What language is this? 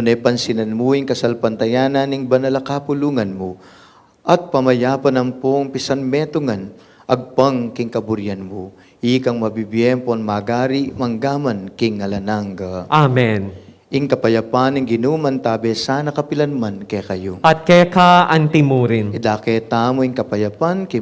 Pampanga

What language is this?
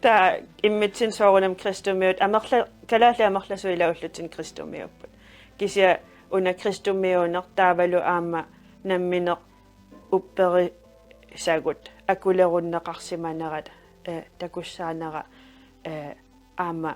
Kalaallisut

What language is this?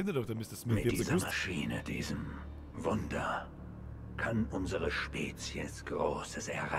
Bavarian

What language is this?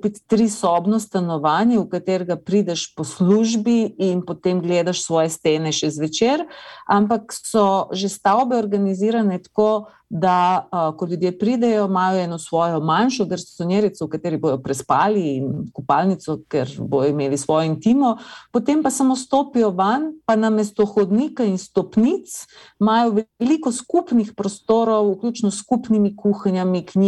Slovenian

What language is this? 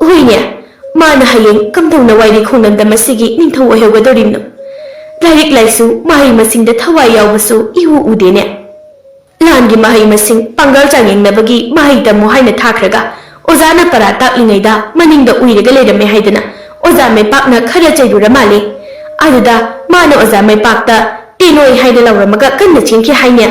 Manipuri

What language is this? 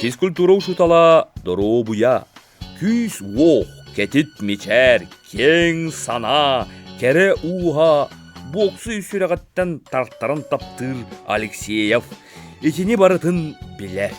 Yakut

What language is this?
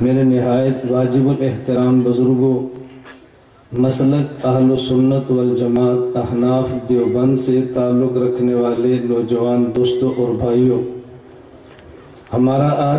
Urdu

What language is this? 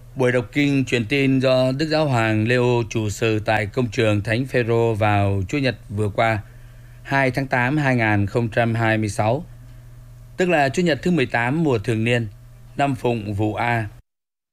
Vietnamese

